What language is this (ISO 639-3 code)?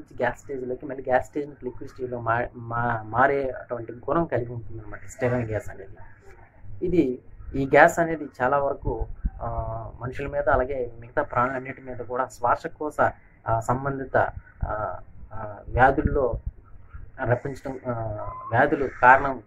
tel